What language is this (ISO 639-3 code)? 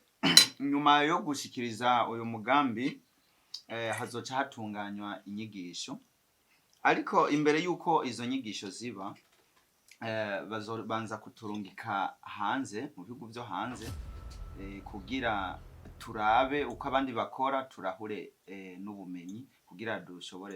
run